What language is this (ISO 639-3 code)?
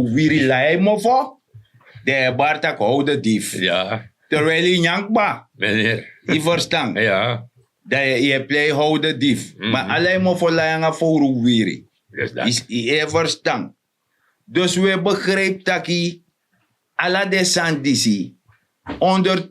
srn